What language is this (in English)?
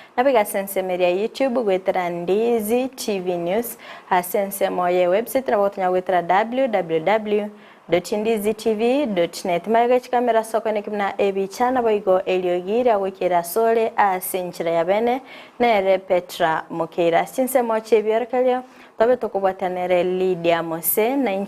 Gusii